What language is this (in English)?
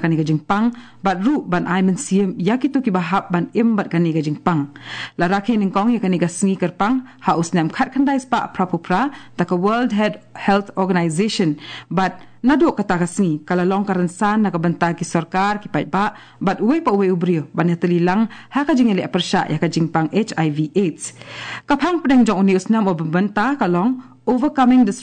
Khasi